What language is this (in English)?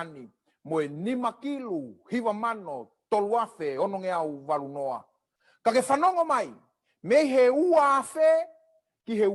Tongan